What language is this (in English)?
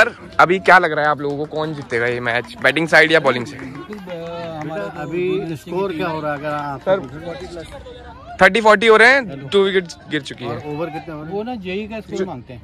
Hindi